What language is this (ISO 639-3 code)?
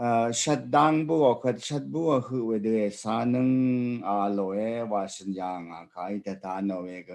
raw